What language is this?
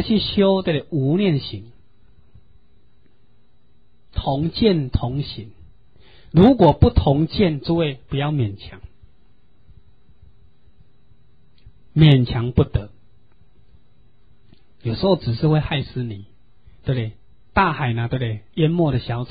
Chinese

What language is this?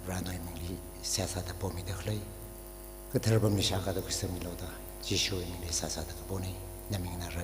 Tangkhul Naga (India)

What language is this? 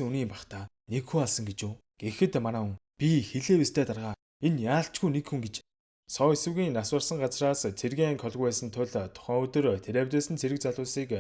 Mongolian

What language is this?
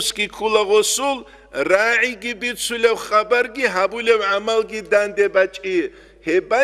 Avaric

